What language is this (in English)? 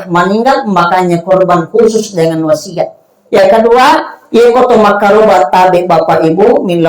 Buginese